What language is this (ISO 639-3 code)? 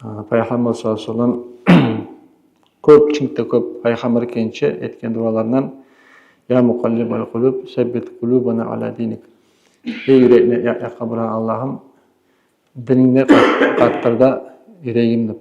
kum